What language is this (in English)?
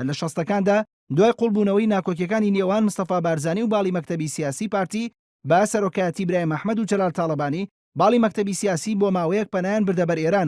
Central Kurdish